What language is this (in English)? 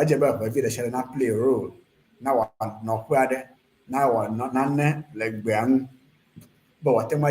Ewe